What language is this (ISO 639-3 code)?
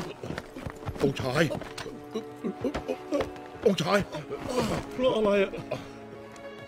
tha